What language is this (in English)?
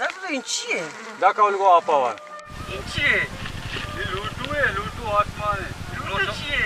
Baluchi